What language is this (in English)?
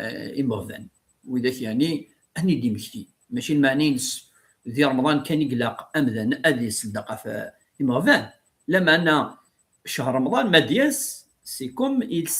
Kabyle